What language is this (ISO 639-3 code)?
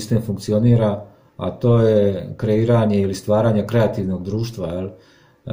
hrv